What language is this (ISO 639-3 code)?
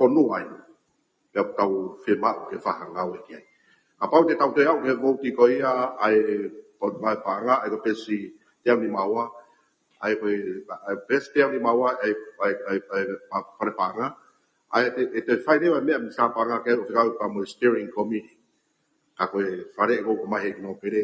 ton